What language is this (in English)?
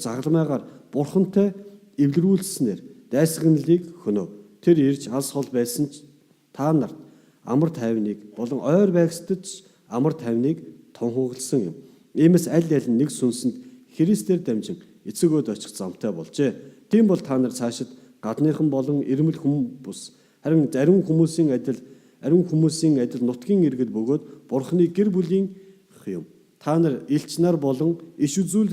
Mongolian